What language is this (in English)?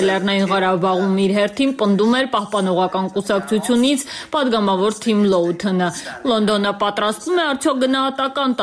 Armenian